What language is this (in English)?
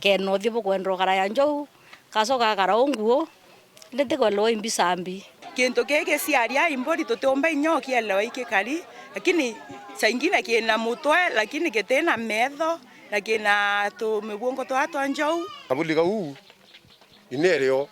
Meru